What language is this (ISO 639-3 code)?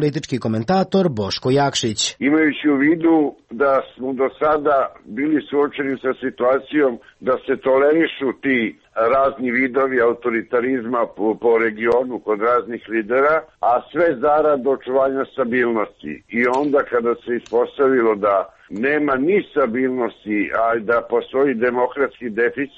srp